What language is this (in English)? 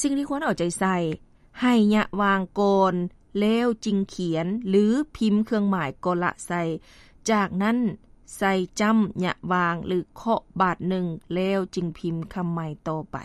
Lao